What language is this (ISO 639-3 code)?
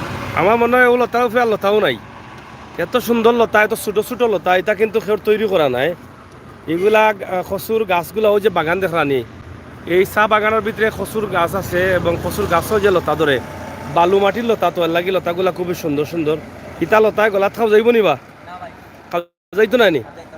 syl